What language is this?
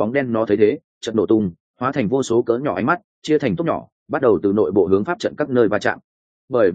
Vietnamese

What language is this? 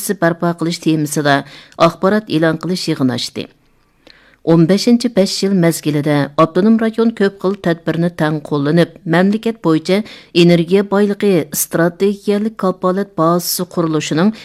Uyghur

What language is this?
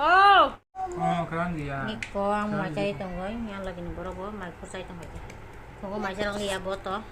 Kok Borok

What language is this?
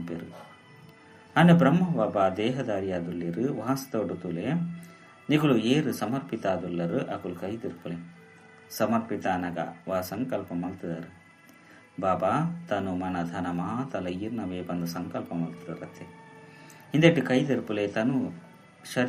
Tulu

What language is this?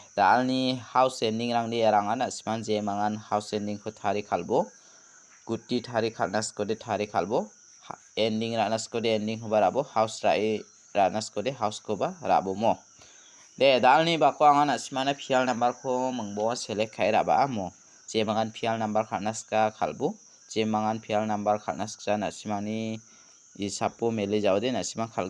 Garo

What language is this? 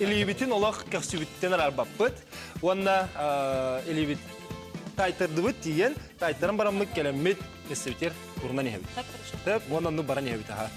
Yakut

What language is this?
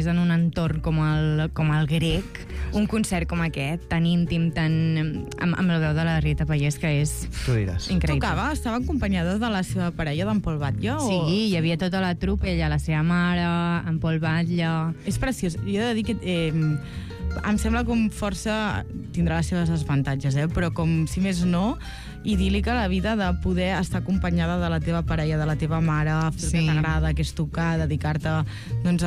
Catalan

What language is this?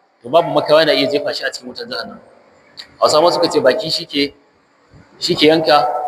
Hausa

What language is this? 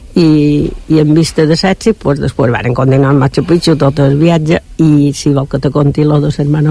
Catalan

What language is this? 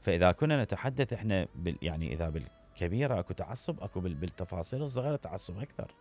Mesopotamian Arabic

